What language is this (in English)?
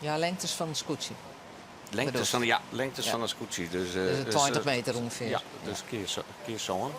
Western Frisian